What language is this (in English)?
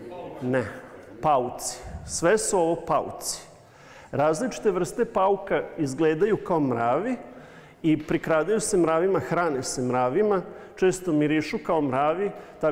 Serbian